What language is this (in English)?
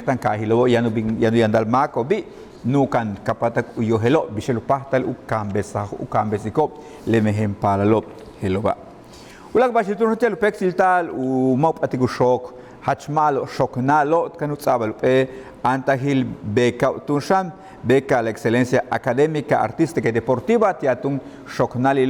Yucateco